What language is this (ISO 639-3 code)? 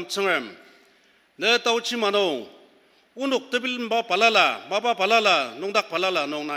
njo